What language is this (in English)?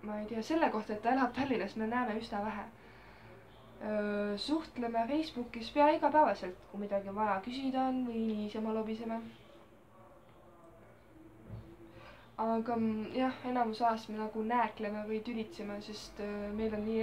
Estonian